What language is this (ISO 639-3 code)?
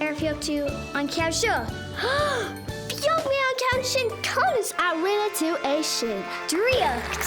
gle